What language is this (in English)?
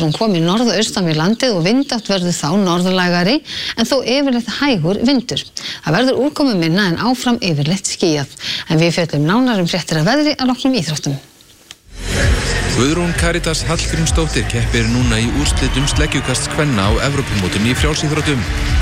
Icelandic